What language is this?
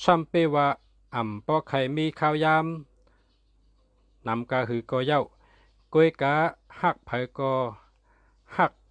Shan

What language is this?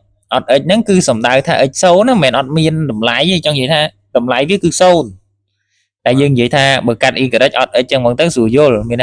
Khmer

